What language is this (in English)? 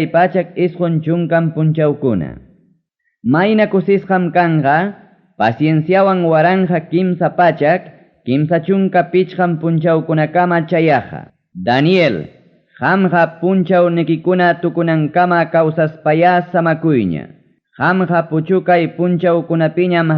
Ayacucho Quechua